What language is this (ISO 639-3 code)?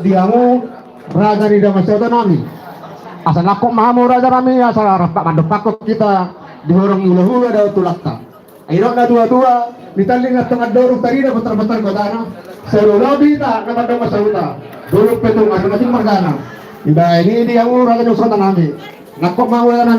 bbc